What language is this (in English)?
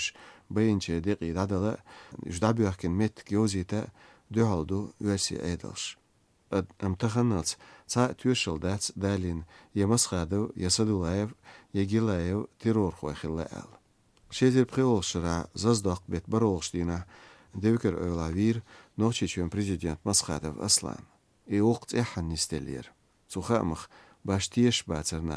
Chechen